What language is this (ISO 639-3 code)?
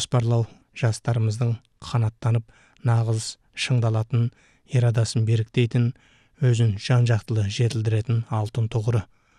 kaz